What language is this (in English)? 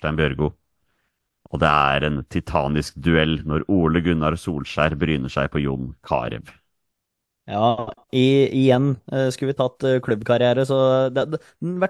Norwegian